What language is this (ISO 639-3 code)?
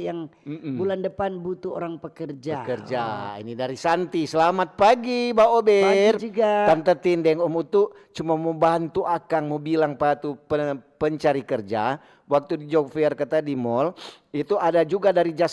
xmm